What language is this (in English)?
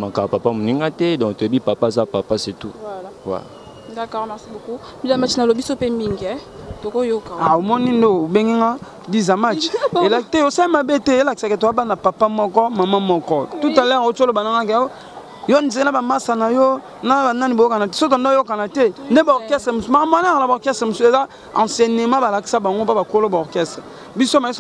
Lingala